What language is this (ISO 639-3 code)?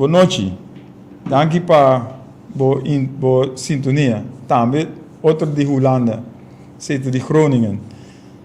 pap